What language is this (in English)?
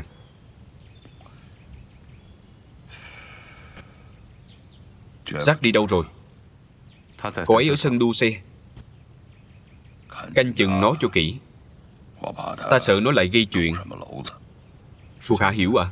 Vietnamese